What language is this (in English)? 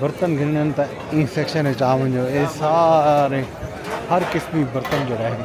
Saraiki